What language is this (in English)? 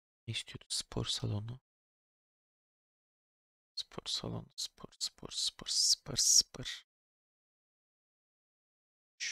Turkish